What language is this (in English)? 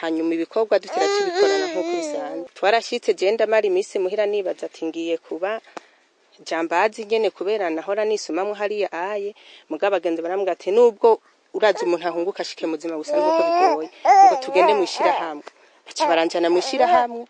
Rundi